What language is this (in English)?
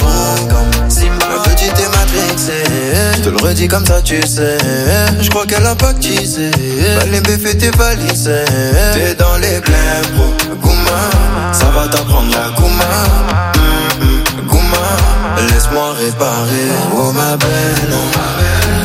French